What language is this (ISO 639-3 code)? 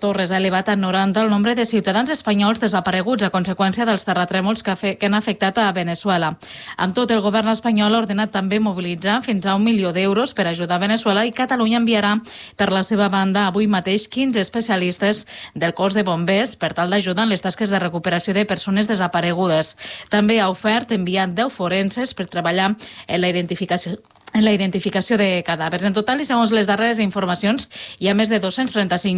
cat